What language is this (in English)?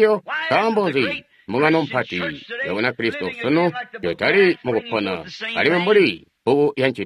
Tonga (Zambia)